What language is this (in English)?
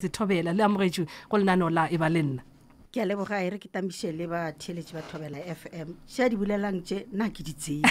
Northern Sotho